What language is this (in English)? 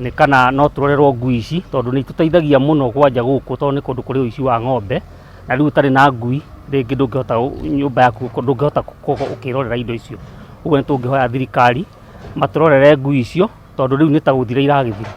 Kikuyu